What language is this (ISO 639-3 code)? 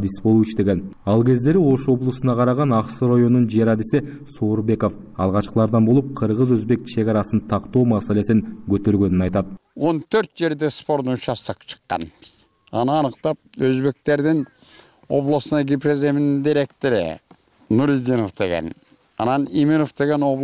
kir